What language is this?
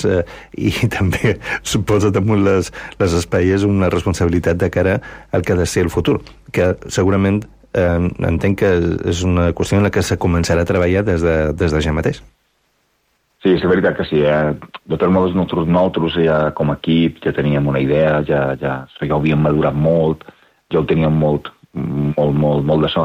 Catalan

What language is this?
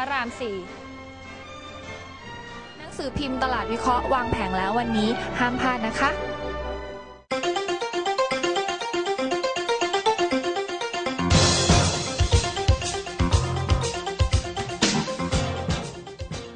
Thai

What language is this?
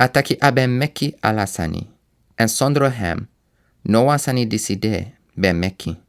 Sranan Tongo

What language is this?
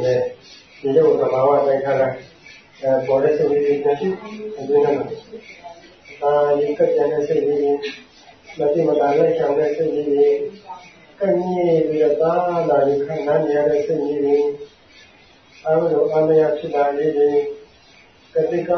Burmese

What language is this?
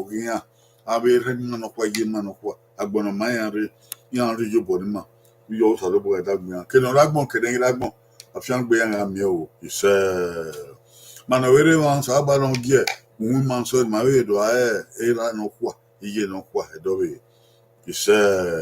Bini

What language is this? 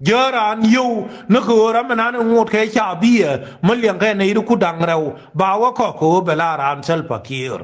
Nuer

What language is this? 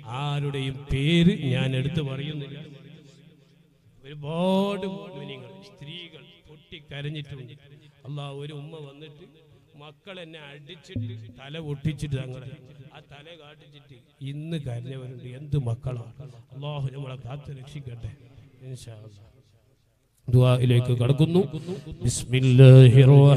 Malayalam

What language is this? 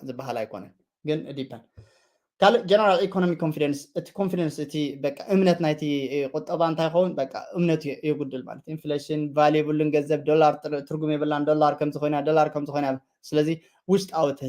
Tigrinya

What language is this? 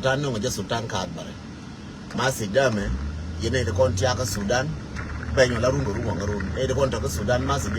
Nuer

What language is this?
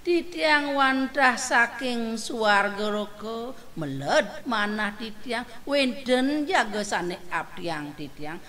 Balinese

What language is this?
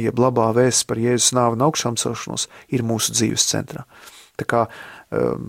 Latvian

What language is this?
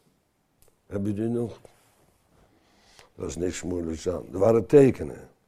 Dutch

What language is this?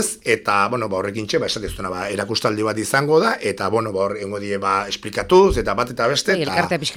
Basque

